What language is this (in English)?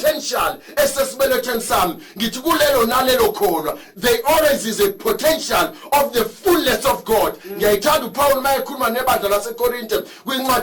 Zulu